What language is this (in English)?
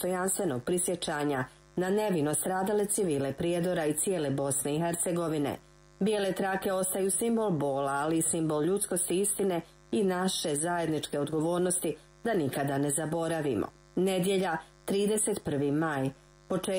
Bosnian